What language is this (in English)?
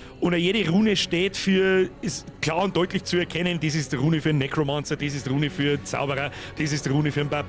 Bavarian